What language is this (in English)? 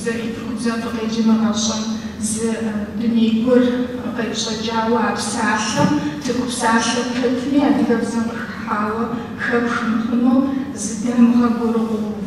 Kabardian